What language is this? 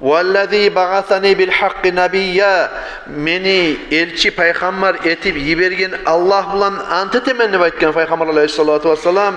Kumyk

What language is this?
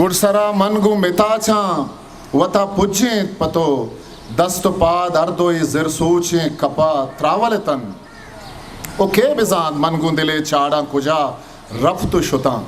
Eastern Balochi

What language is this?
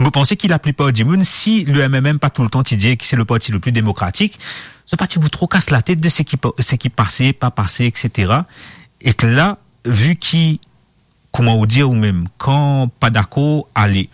Morisyen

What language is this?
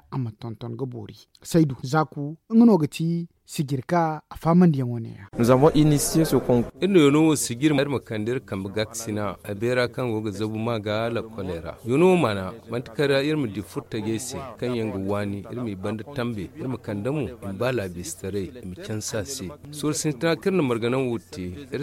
Zarma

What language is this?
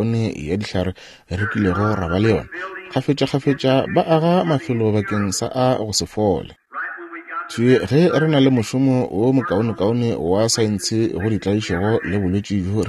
Northern Sotho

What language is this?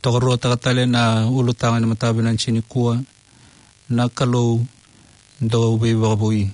Fijian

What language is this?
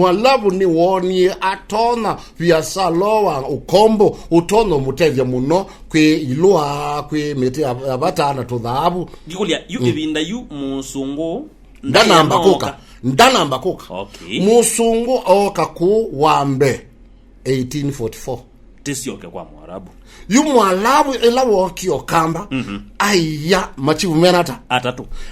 Kamba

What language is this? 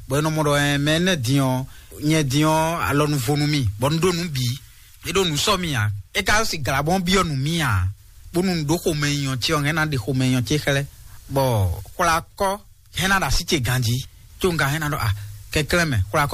Fon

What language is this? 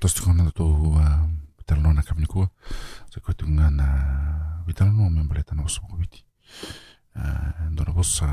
Fijian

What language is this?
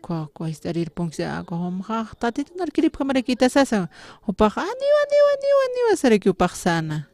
Aymara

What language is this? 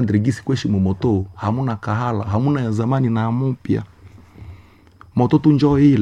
Swahili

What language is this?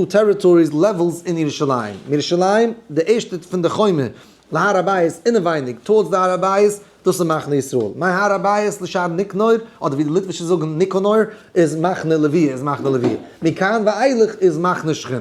Yiddish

